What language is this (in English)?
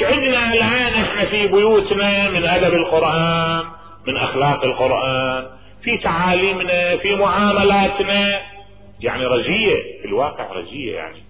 Mesopotamian Arabic